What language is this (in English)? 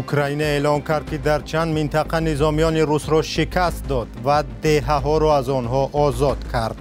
Tajik